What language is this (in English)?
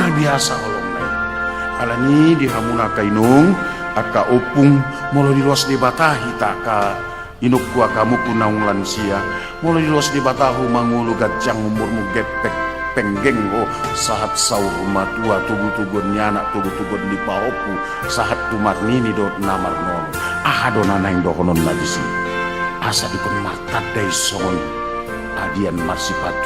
Batak Toba